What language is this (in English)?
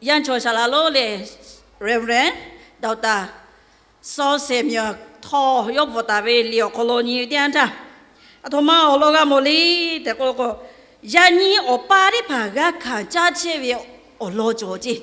Lahu